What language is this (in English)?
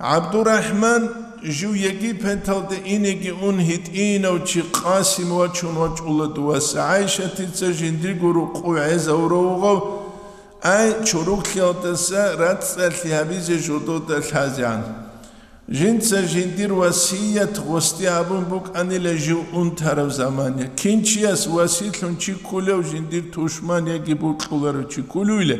Avaric